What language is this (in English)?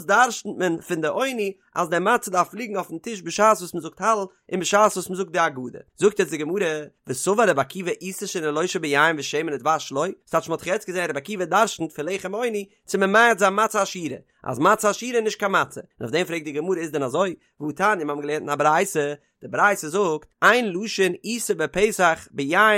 Yiddish